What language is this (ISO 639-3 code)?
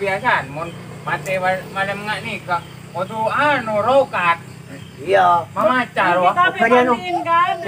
mad